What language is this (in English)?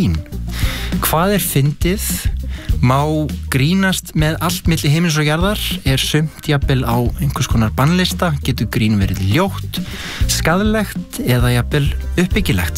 Icelandic